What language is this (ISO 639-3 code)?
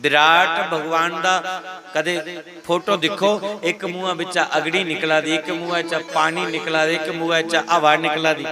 doi